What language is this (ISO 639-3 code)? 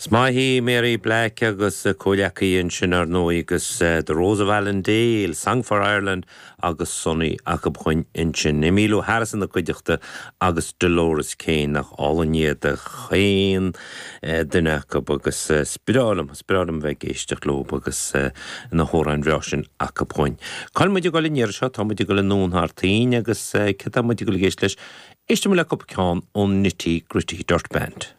gle